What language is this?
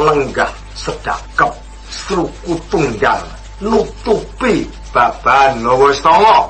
Javanese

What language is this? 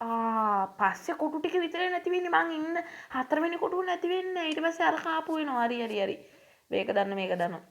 Sinhala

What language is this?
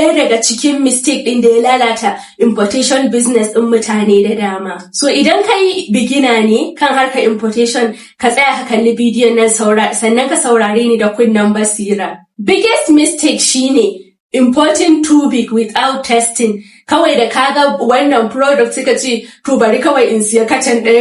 Hausa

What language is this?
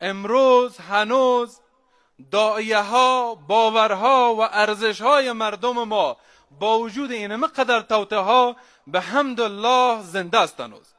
Persian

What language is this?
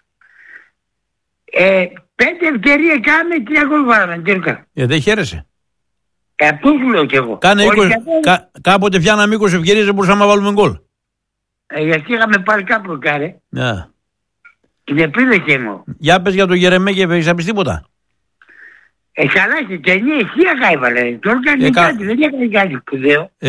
Greek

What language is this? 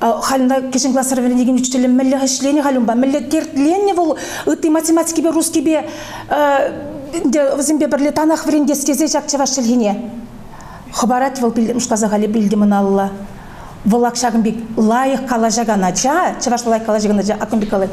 Chuvash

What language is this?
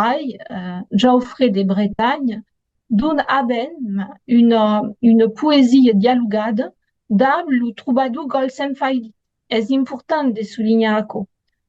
Occitan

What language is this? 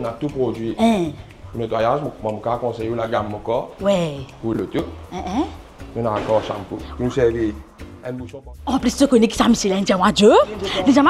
Morisyen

